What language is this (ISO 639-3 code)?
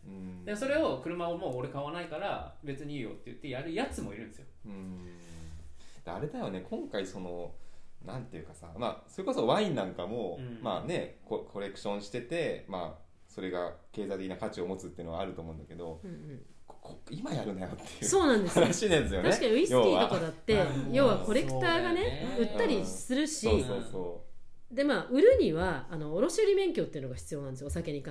jpn